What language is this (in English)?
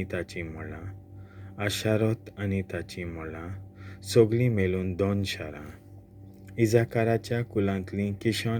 Konkani